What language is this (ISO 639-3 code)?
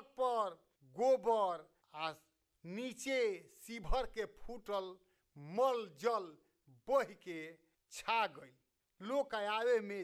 bho